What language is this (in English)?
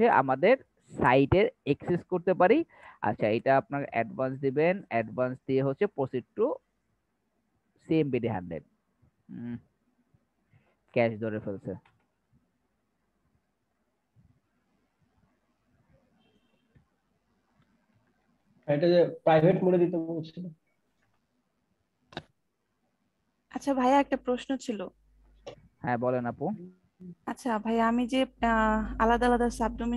Bangla